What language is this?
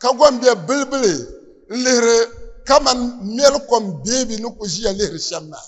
Dagbani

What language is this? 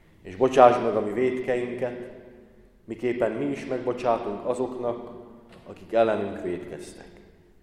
Hungarian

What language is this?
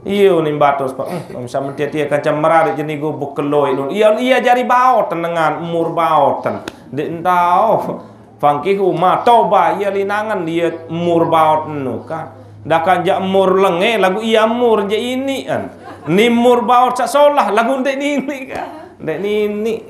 Sasak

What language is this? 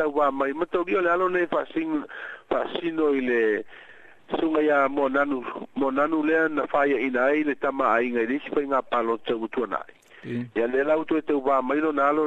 Samoan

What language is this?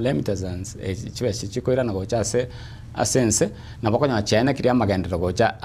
Gusii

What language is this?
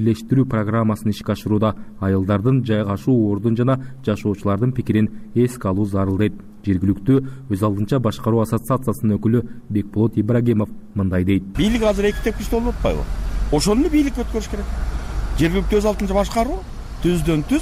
Kyrgyz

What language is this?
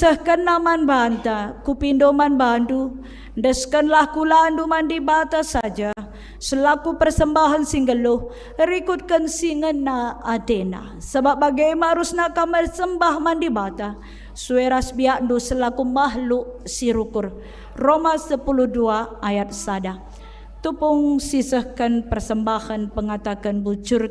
Batak Karo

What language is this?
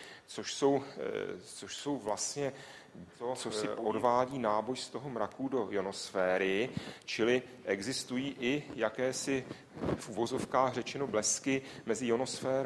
Czech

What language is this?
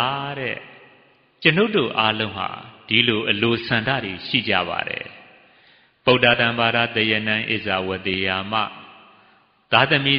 Burmese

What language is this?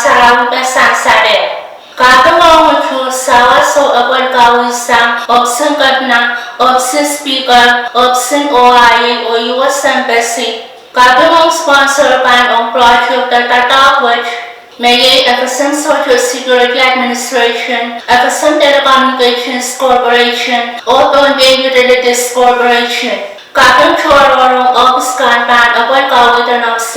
Pohnpeian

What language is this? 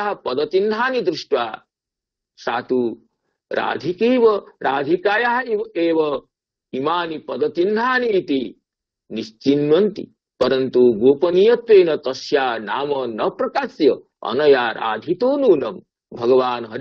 Sanskrit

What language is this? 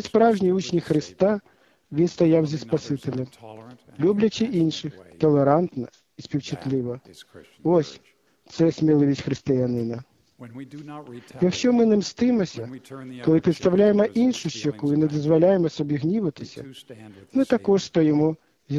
Ukrainian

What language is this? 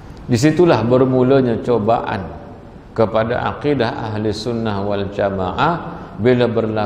Malay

